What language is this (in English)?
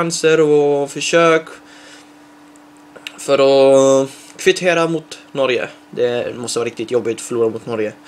Swedish